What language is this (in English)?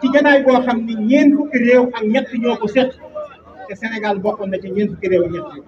Wolof